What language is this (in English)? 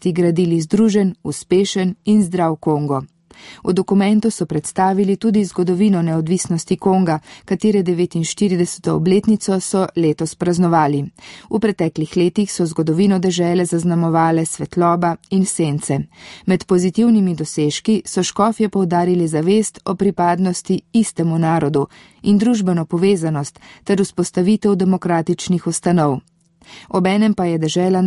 Slovenian